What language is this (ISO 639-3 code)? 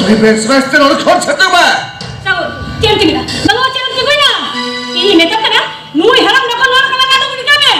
sat